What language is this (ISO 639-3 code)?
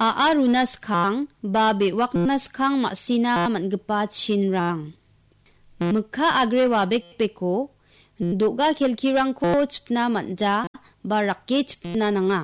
grt